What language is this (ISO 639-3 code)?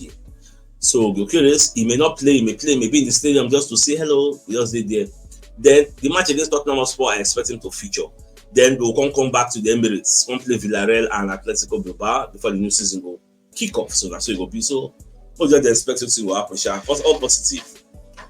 pcm